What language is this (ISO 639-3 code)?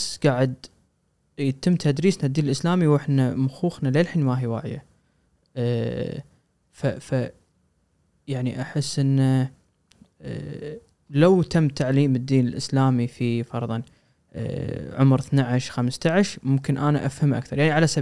afb